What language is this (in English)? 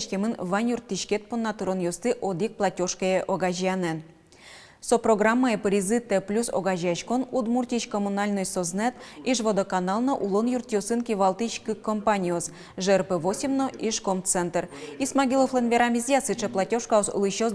Udmurt